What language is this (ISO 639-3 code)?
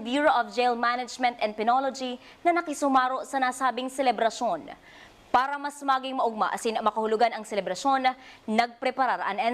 bik